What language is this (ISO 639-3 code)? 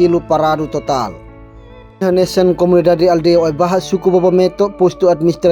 tet